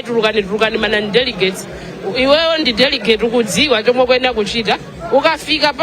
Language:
Nyanja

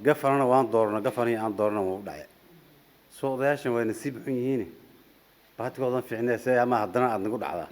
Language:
Somali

